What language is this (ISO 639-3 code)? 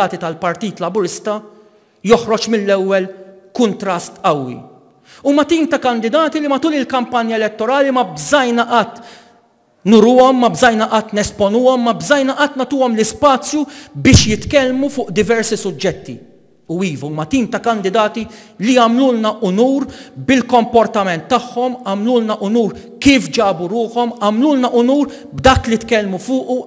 mlt